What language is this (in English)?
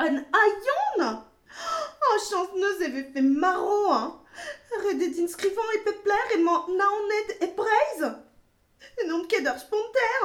Breton